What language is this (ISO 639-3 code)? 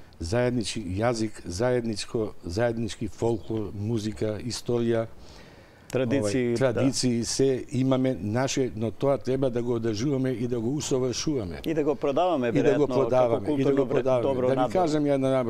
mkd